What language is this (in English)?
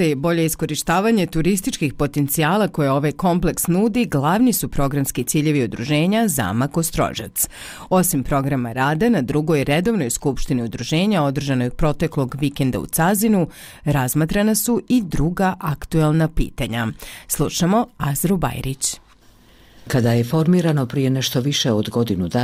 Bosnian